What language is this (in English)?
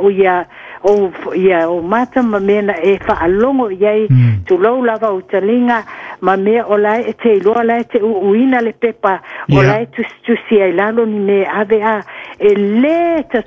Samoan